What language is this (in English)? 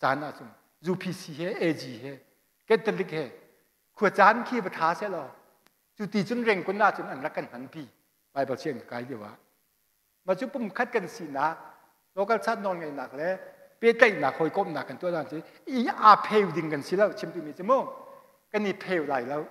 Hakha Chin